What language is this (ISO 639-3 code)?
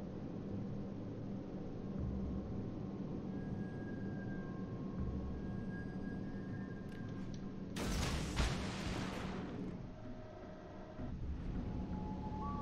deu